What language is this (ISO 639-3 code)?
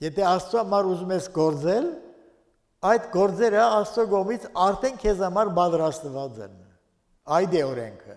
hye